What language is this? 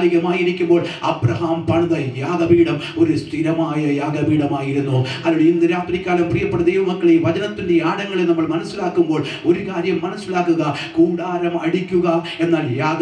Malayalam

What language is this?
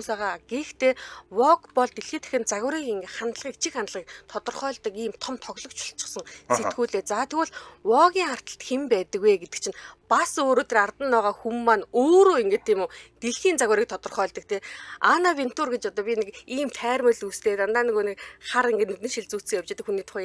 Mongolian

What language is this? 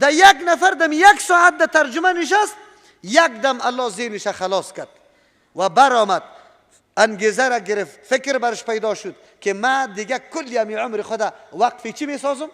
Persian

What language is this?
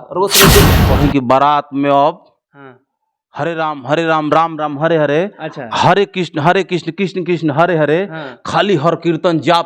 Bhojpuri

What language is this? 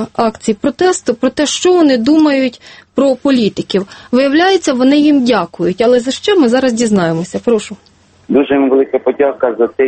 Ukrainian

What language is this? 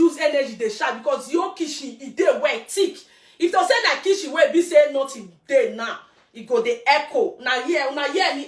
Nigerian Pidgin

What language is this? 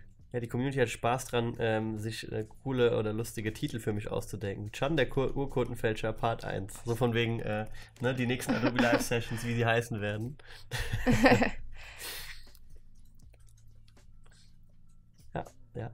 German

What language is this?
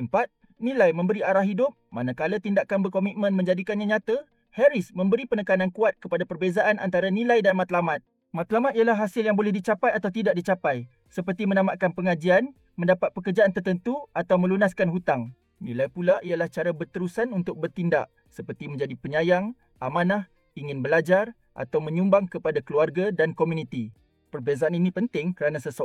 Malay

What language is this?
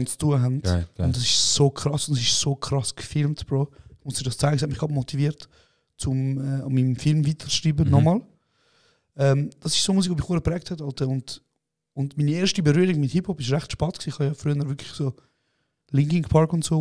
Swiss German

